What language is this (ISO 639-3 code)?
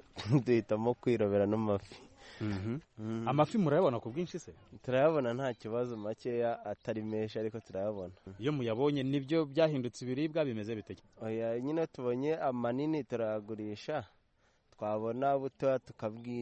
kin